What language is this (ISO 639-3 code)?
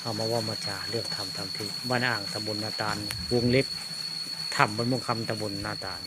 tts